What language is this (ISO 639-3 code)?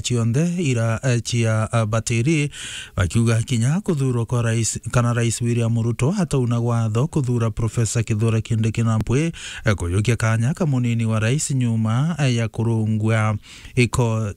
mer